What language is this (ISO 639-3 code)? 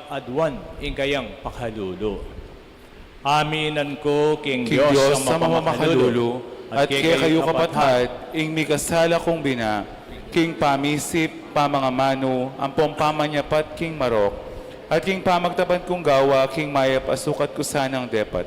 pam